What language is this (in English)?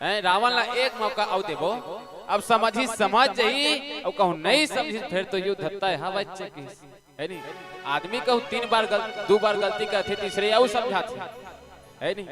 Chhattisgarhi